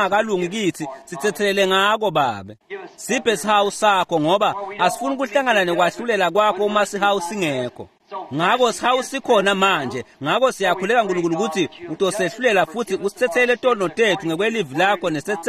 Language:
Swati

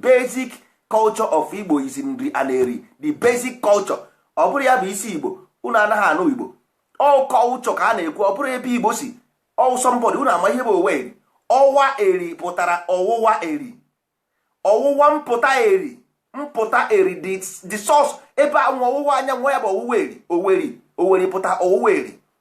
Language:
Igbo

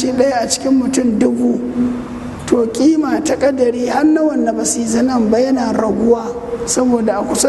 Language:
Hausa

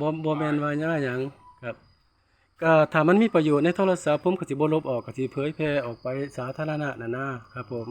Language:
Northeastern Thai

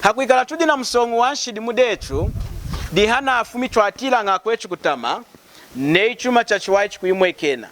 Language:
Lunda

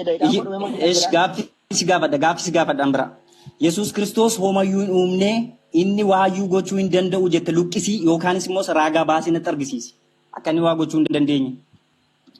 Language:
Oromo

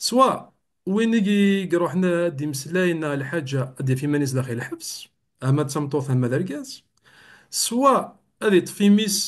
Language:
Kabyle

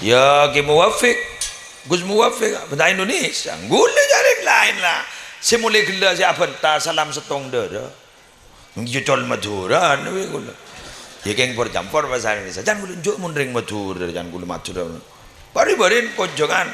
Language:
Madurese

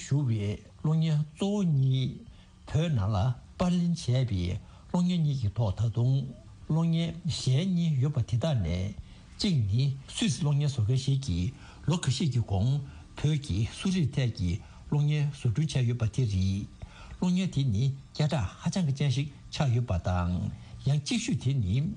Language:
Tibetan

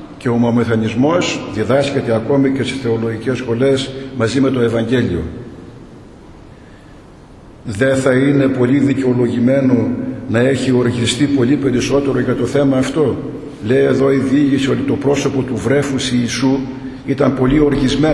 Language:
Greek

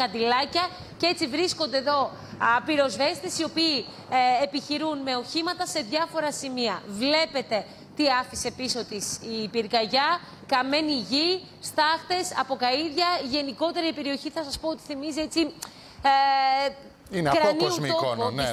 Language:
Greek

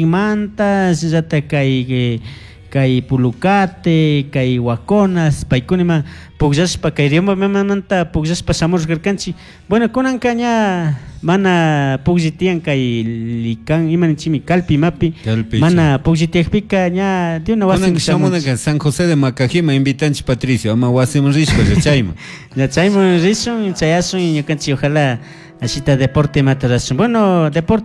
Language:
Chimborazo Highland Quichua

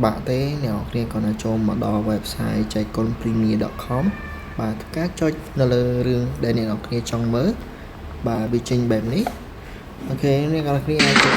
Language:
Khmer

